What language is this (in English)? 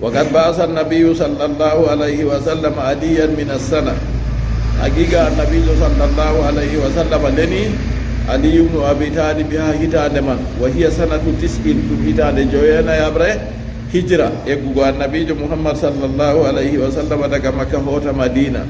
Fula